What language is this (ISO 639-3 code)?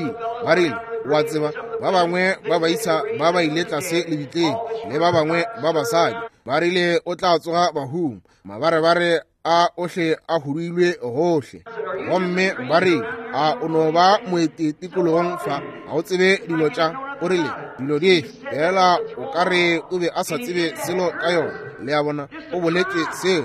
nso